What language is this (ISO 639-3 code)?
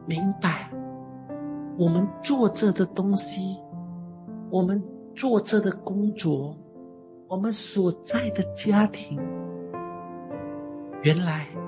zho